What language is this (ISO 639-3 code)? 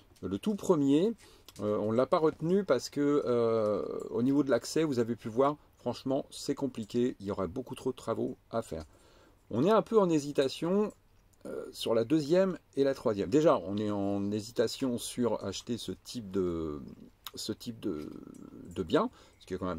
fra